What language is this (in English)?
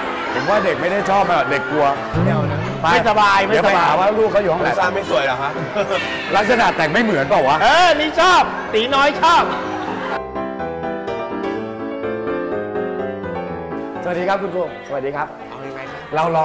Thai